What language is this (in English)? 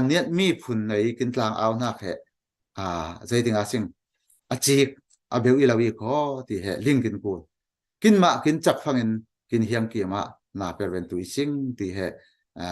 Falam Chin